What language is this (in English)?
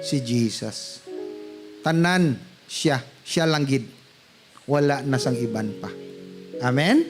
Hiligaynon